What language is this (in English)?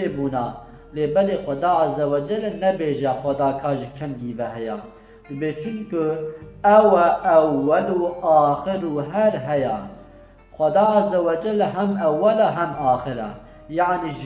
Kurdish